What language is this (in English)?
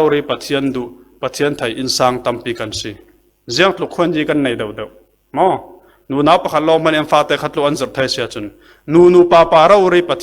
Falam Chin